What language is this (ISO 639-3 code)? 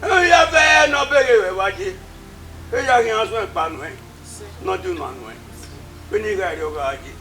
bin